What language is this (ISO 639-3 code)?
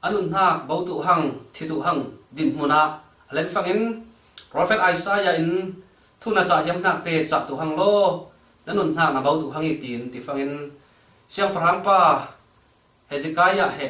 cfm